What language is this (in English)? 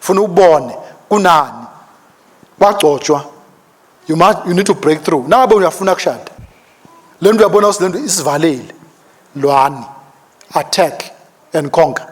Swati